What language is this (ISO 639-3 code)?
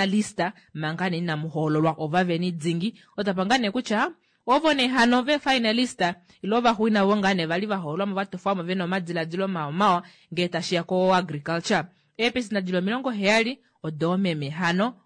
kua